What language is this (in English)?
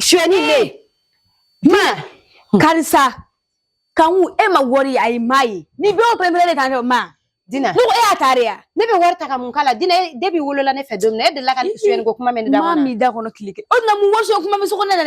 Bambara